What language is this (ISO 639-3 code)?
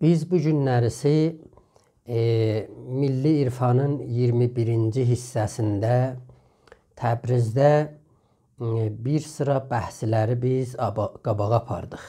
azb